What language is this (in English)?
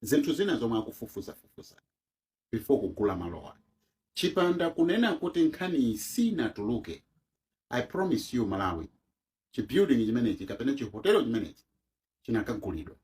Nyanja